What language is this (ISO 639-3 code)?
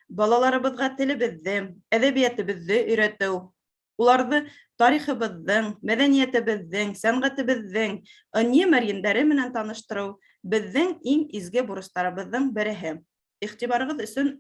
bak